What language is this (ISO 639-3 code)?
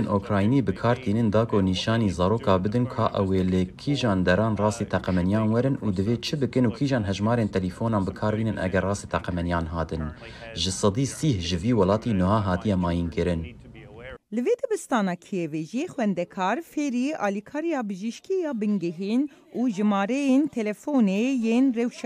kur